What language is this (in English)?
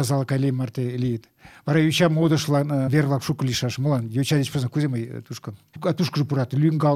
Mari